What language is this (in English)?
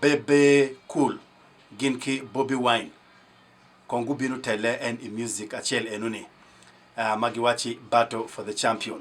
Acoli